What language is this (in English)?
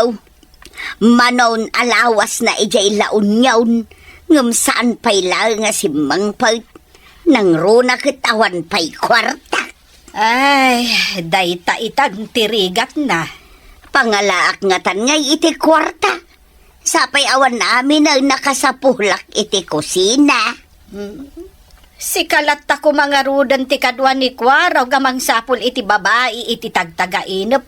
Iloko